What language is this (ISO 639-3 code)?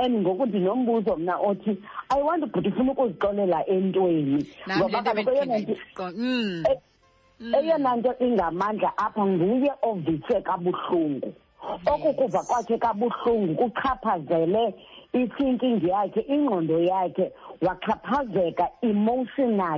xho